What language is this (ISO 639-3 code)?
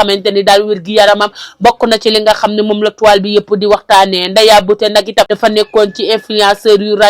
wol